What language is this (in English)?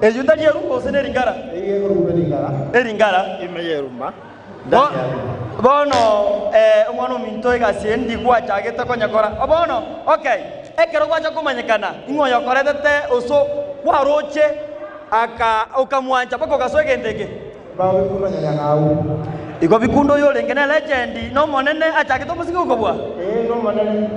Gusii